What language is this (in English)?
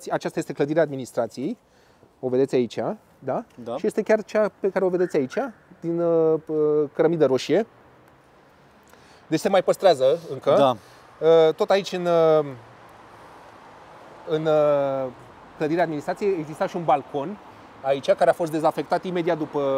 Romanian